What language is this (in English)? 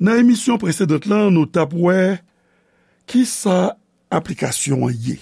Haitian Creole